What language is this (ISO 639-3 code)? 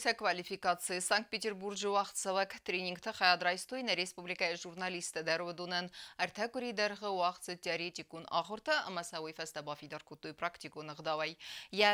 oss